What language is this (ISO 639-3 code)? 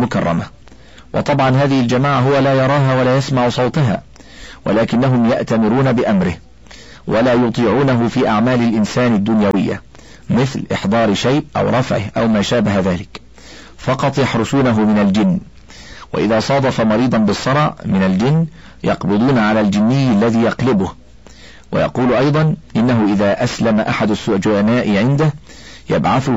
ara